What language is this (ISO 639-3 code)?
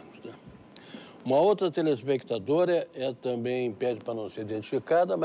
por